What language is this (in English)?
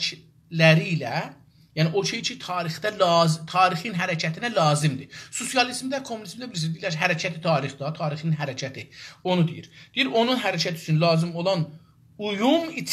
South Azerbaijani